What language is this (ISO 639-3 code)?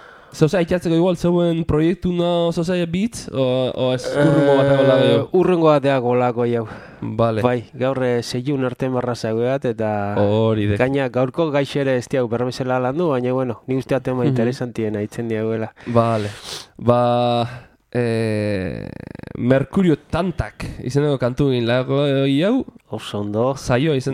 eus